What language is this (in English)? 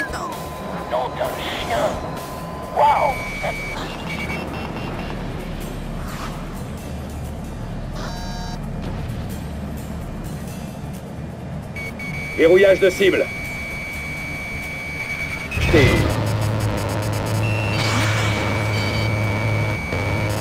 French